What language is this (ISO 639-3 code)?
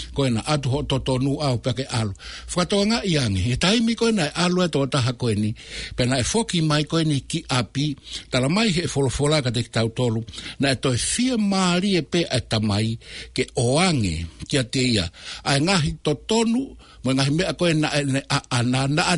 ton